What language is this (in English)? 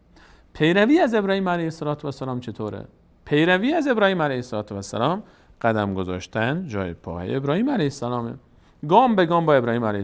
Persian